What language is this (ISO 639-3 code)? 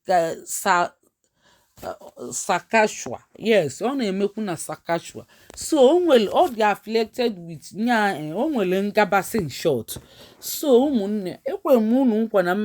ibo